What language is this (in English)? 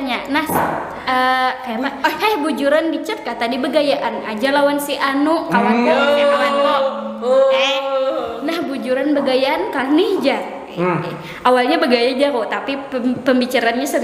Banjar